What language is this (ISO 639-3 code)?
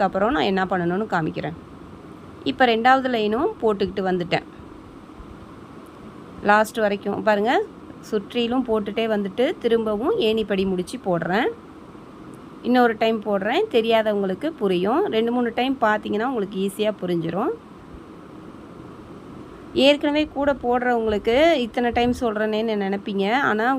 tam